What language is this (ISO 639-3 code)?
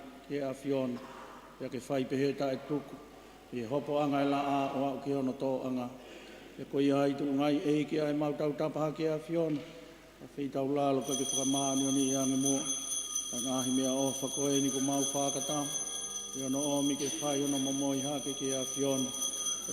ton